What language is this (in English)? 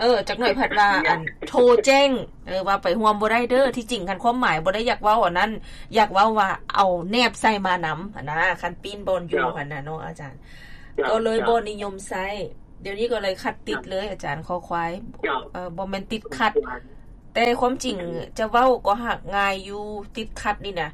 Lao